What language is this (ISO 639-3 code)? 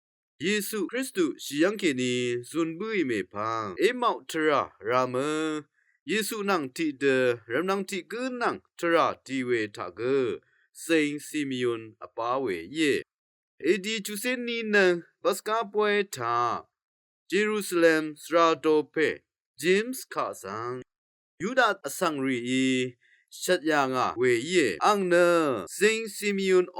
raw